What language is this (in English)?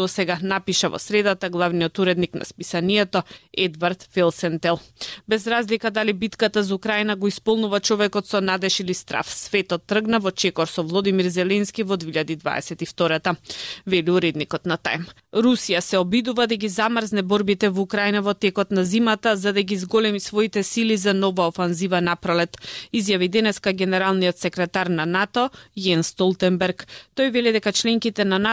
Macedonian